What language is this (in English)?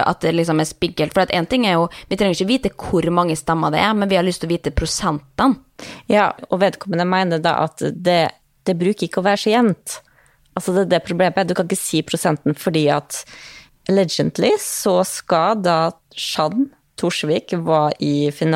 Norwegian